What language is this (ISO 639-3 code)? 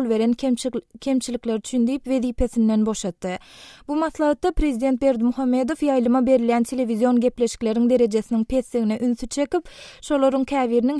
tuk